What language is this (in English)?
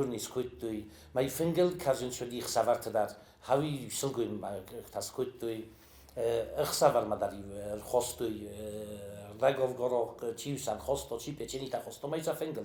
Ossetic